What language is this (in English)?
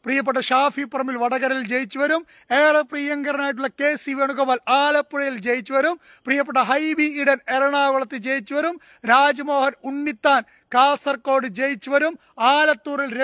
Malayalam